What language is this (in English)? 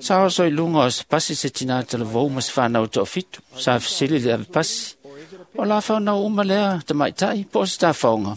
Samoan